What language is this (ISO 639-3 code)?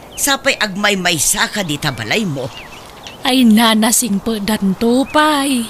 ilo